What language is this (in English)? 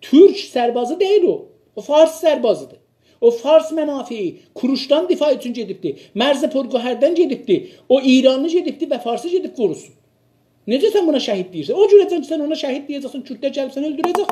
South Azerbaijani